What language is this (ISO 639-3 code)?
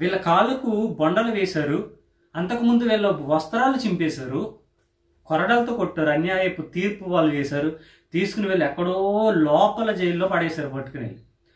tel